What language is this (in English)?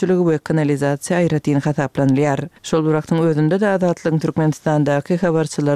Turkmen